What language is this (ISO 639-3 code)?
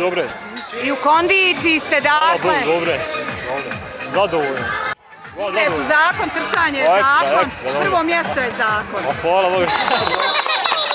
bos